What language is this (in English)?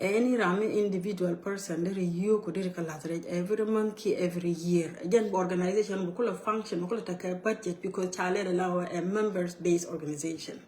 Nuer